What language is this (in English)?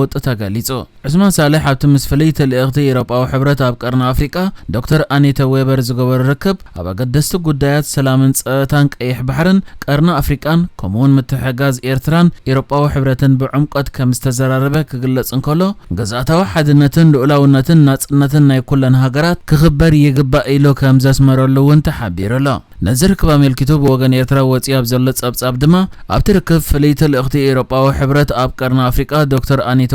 Tigrinya